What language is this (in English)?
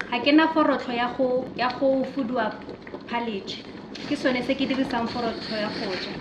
Tswana